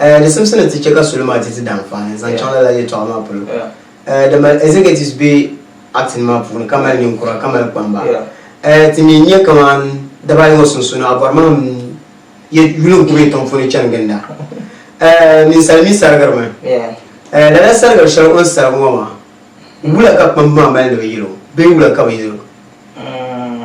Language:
Dagbani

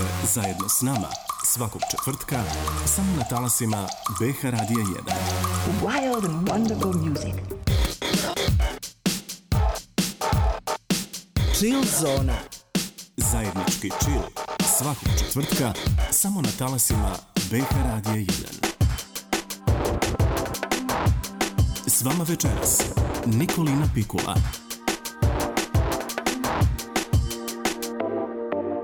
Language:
Bosnian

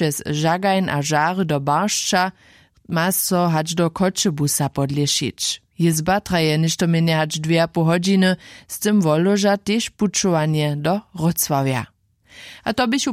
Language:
Upper Sorbian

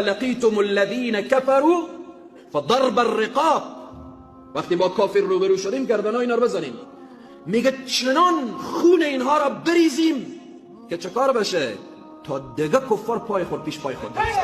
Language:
Persian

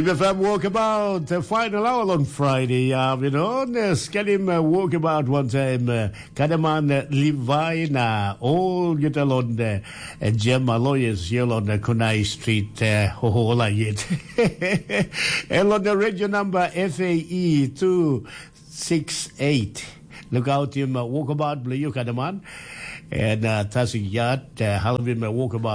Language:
Tok Pisin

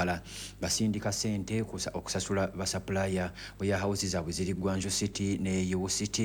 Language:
Ganda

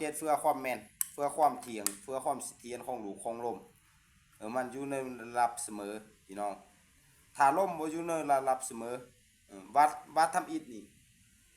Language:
Lao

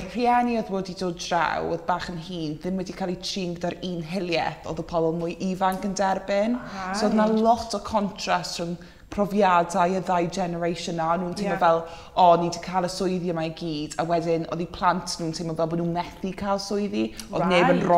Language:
Welsh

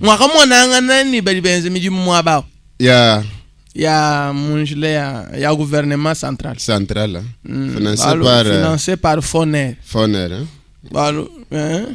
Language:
Luba-Lulua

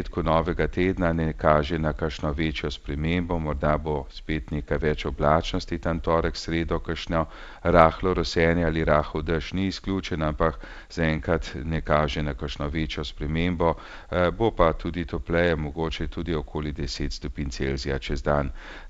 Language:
Slovenian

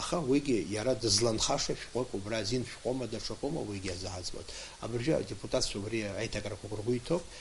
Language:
Abkhazian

